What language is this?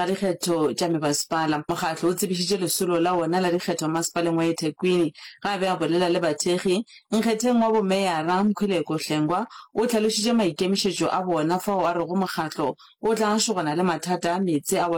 Northern Sotho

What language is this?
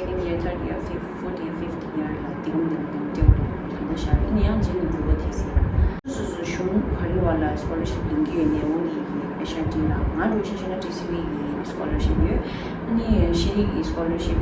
Tibetan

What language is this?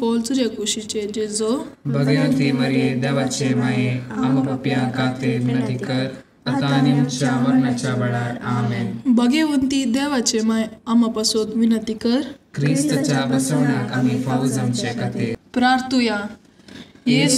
Konkani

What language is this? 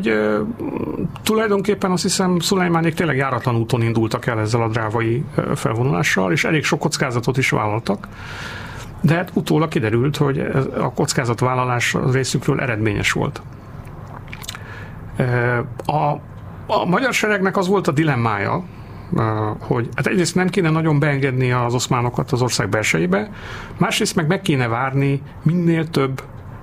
Hungarian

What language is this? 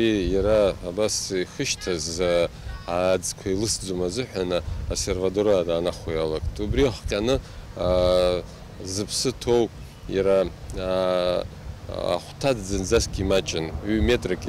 Abkhazian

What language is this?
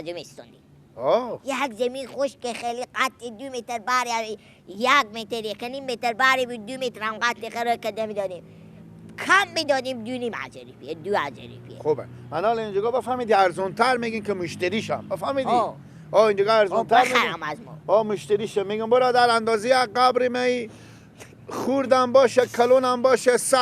Persian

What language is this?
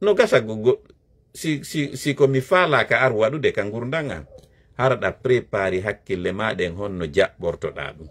Fula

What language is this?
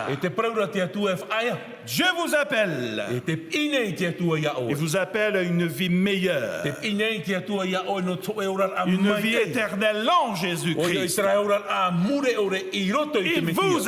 Tahitian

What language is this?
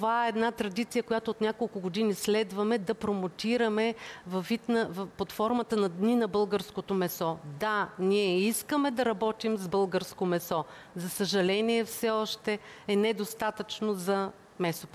Bulgarian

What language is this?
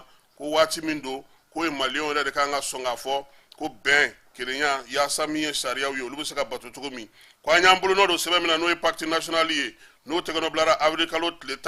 Bambara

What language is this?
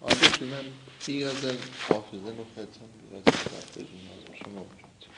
South Azerbaijani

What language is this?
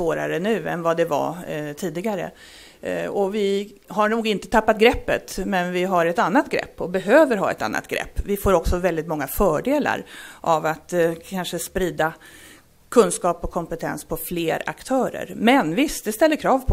Swedish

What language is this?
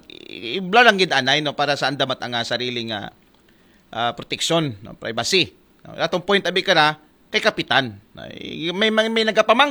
Aklanon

